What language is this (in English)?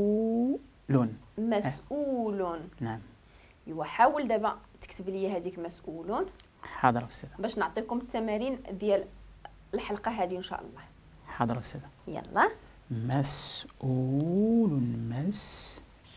Moroccan Arabic